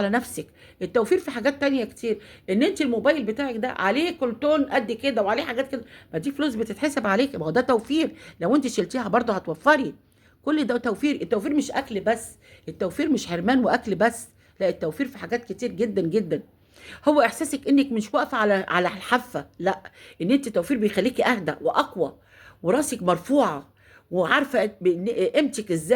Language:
Egyptian Arabic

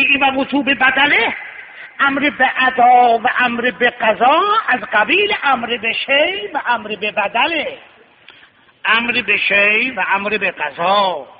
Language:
Persian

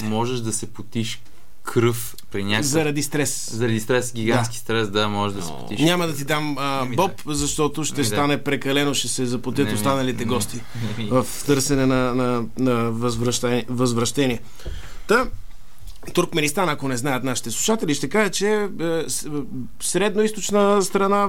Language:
Bulgarian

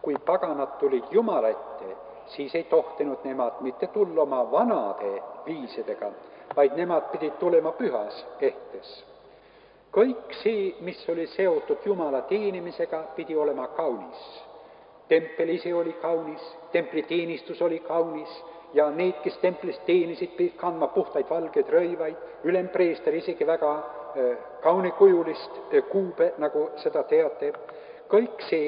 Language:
Estonian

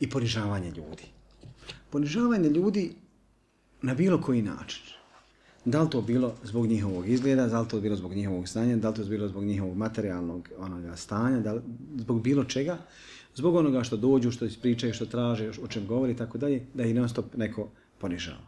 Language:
Bosnian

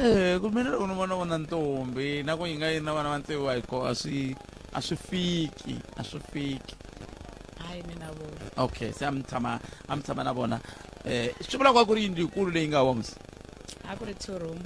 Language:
Tsonga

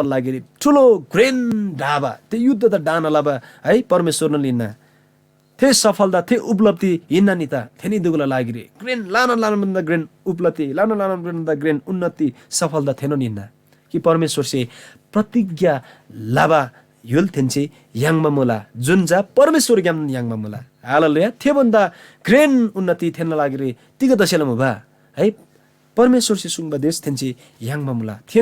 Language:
Eastern Tamang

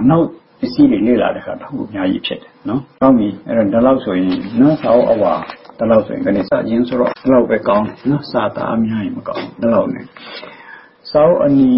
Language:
Burmese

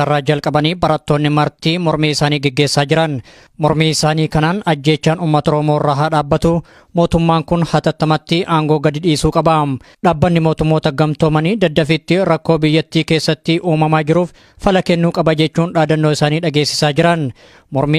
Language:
Oromo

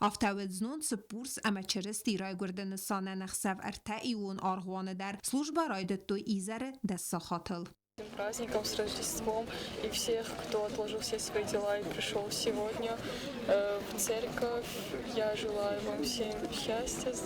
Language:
Ossetic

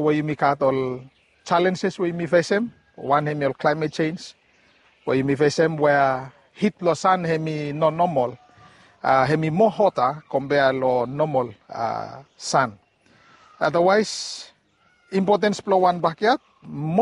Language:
Bislama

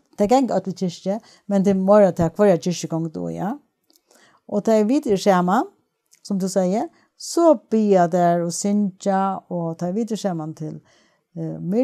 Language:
Faroese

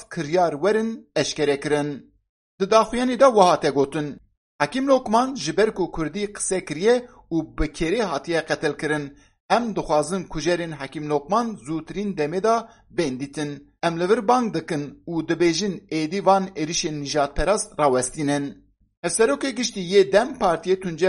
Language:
Kurdish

